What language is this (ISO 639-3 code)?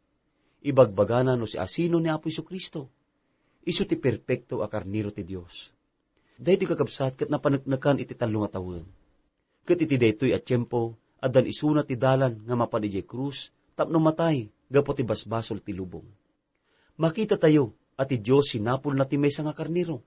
ilo